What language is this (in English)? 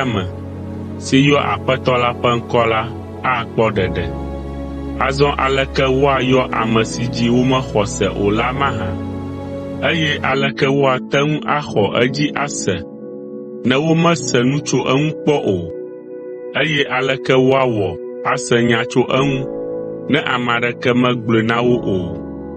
Ewe